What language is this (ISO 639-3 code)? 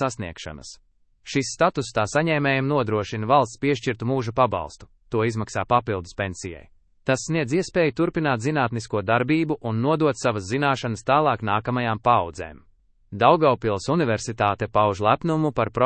lav